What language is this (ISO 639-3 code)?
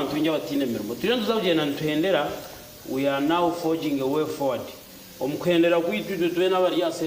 nyn